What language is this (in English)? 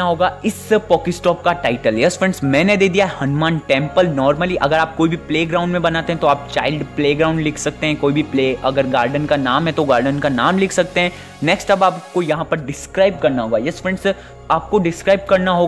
Hindi